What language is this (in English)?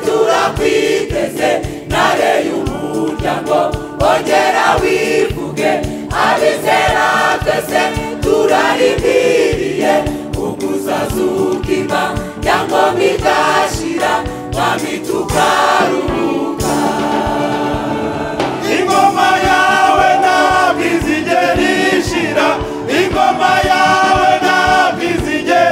Kinyarwanda